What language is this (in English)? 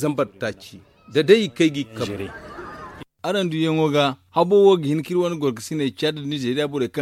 Zarma